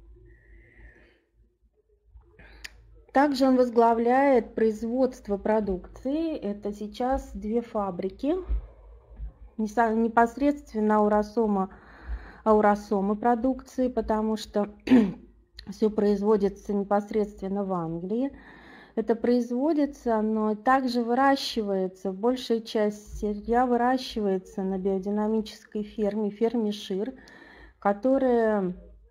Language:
Russian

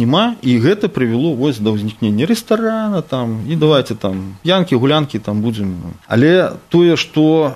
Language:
Belarusian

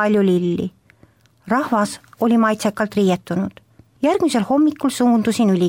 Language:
Estonian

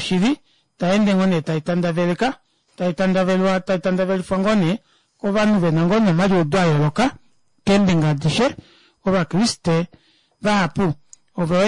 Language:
Kuanyama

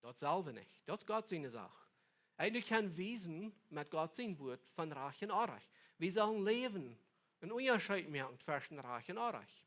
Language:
Plautdietsch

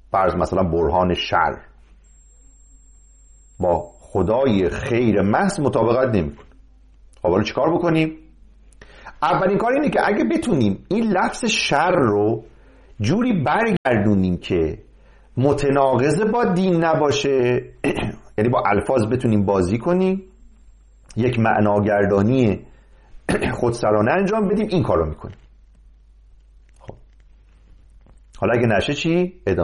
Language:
Persian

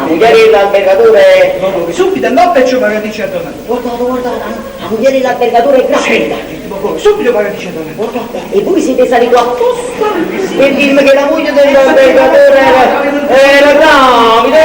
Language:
Neapolitan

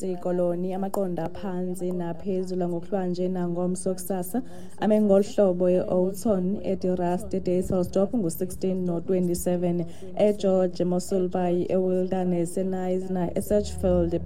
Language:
Xhosa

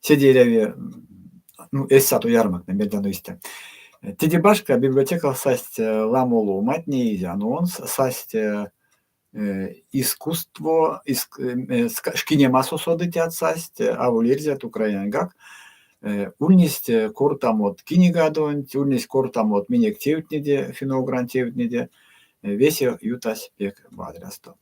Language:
Erzya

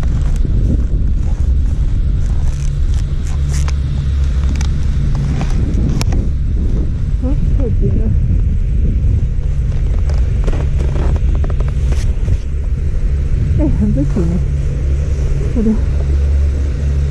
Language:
Chinese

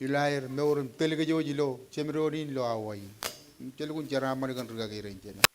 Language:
Marshallese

